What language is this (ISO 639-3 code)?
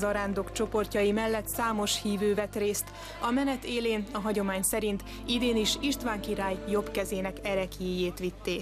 hun